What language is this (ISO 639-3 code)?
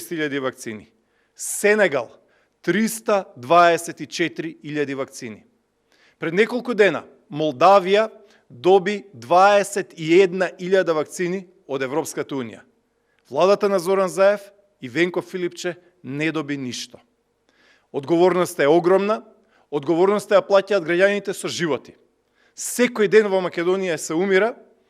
mkd